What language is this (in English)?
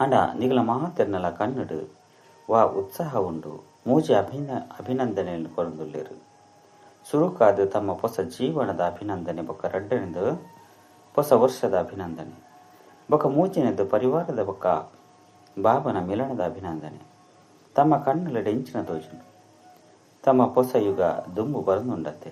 Tulu